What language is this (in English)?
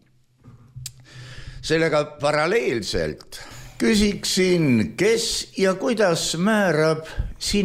Estonian